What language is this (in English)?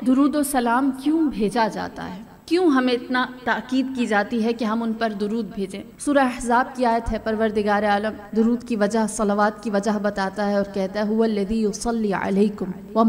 Urdu